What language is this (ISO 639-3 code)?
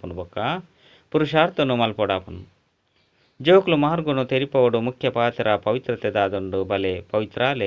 tcy